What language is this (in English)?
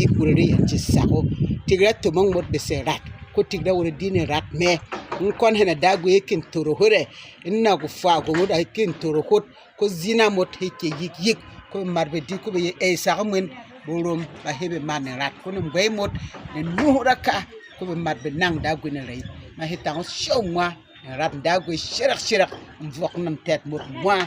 Berom